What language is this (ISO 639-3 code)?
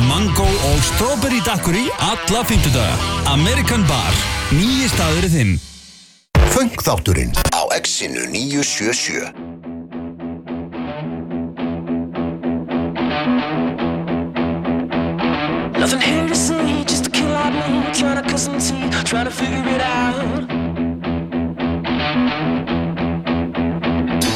isl